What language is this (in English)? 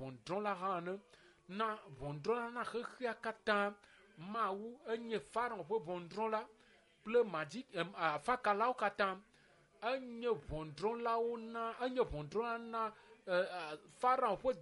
Ewe